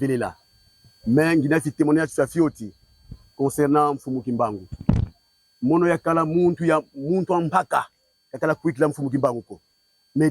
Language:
Kongo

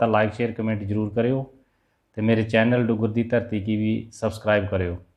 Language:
Dogri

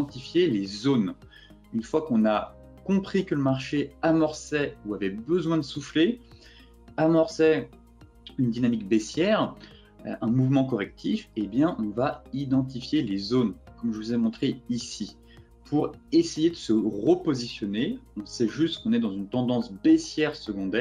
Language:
French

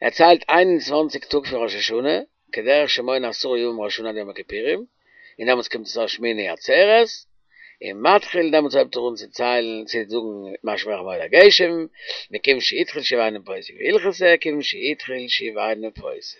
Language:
Yiddish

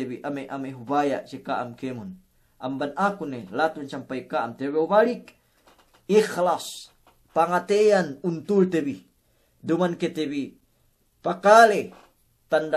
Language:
Yakan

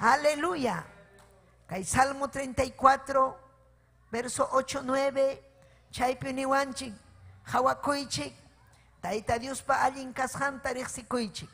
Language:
Ayacucho Quechua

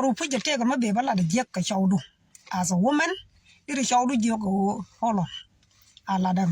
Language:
Nuer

